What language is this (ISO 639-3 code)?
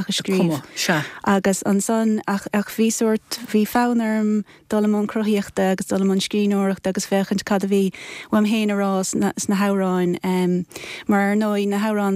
gle